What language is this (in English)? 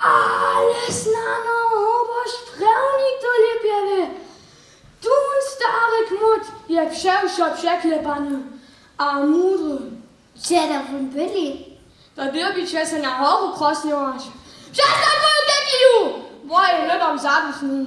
Upper Sorbian